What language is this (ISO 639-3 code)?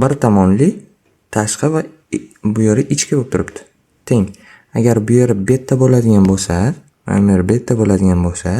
uzb